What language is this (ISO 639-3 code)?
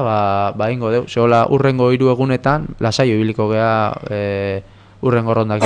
eus